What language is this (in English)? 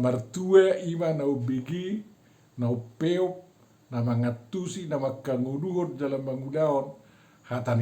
Batak Toba